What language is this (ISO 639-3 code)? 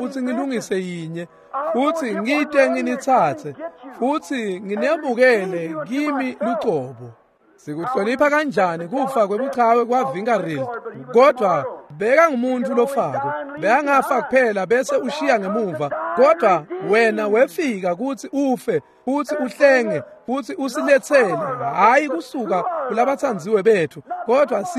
ssw